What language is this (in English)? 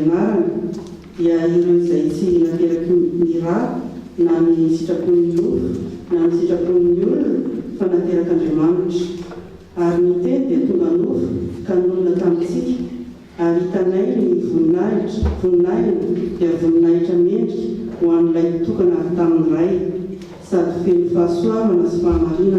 Malagasy